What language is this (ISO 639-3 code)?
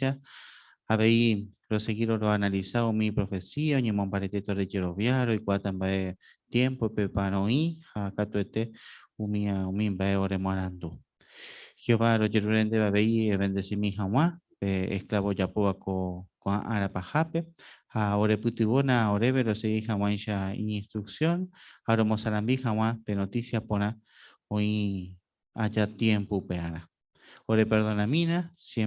grn